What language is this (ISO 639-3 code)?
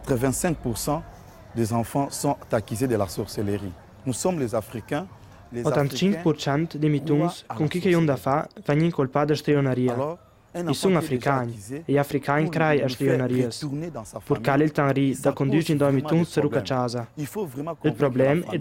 lld